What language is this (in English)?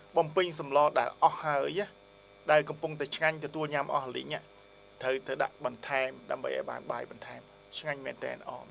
Khmer